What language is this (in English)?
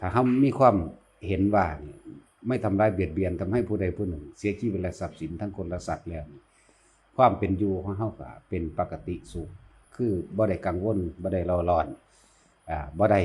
Northeastern Thai